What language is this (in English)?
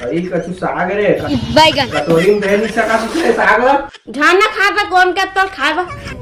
Chhattisgarhi